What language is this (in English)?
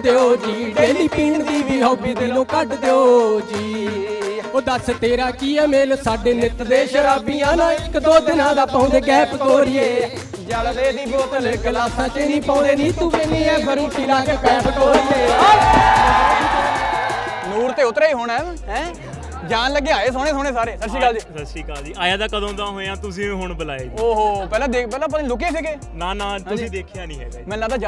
Punjabi